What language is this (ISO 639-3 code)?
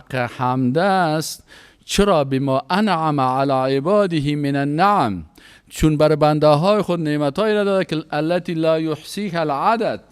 fas